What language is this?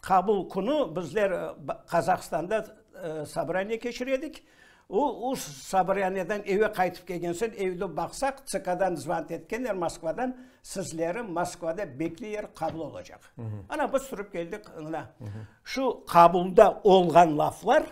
Crimean Tatar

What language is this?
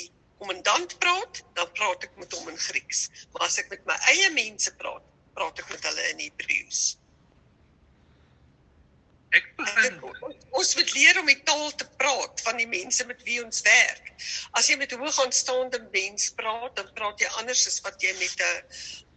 Afrikaans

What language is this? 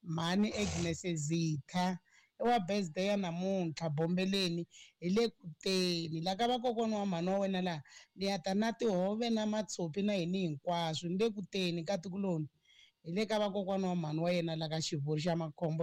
Tsonga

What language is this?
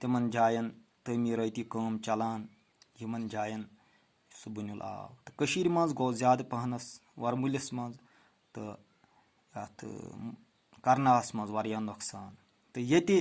Kashmiri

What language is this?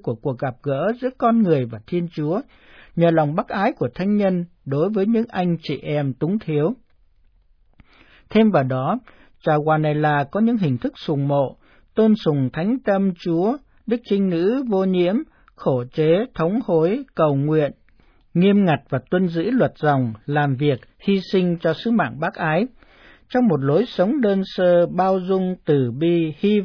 Vietnamese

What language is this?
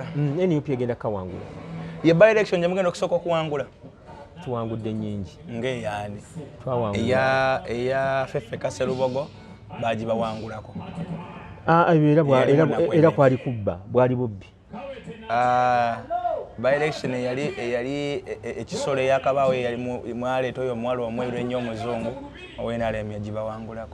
Ganda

